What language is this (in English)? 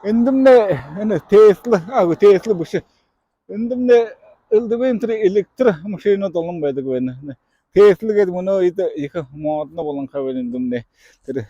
Buriat